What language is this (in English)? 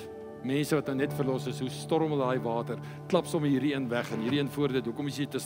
Afrikaans